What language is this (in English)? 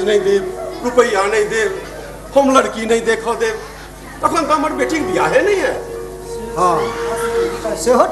Maithili